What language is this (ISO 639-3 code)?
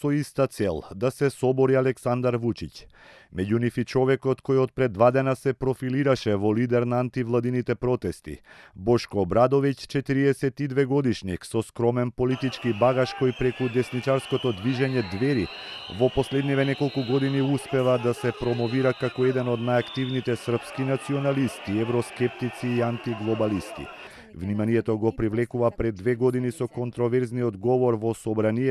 mkd